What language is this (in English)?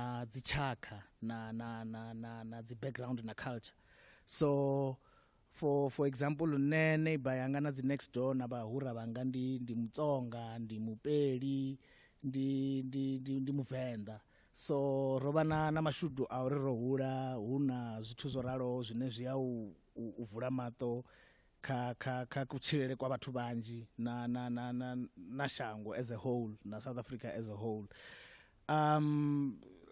Venda